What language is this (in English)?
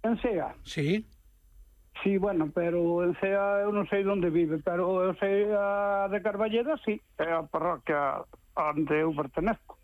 Galician